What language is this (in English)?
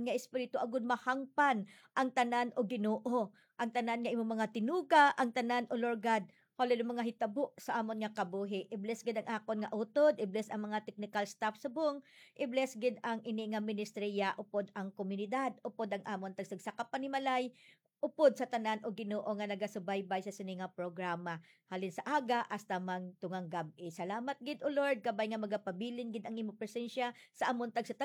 Hiligaynon